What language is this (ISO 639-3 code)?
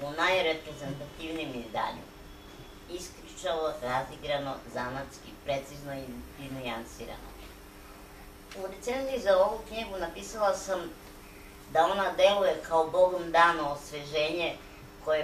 srp